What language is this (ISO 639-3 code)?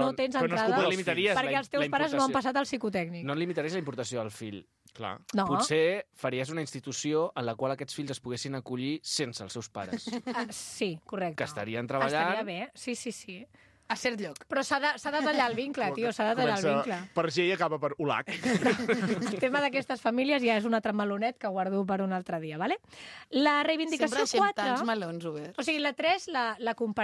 cat